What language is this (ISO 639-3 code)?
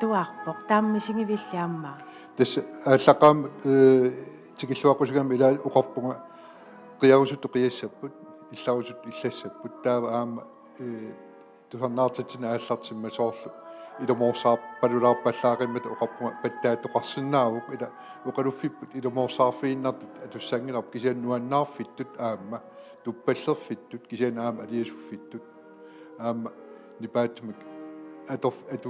kal